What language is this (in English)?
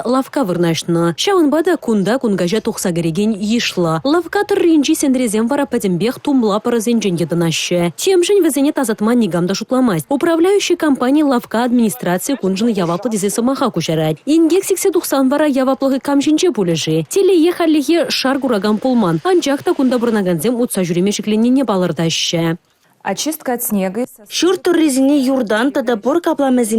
Chuvash